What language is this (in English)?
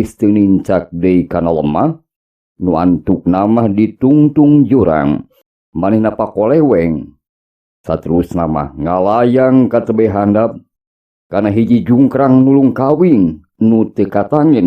Sundanese